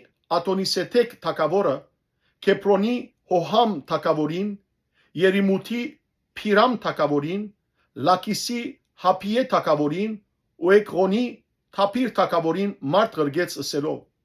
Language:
Western Armenian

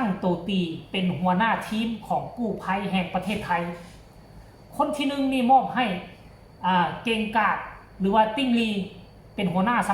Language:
Lao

